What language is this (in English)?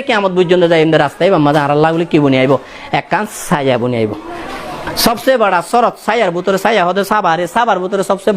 Rohingya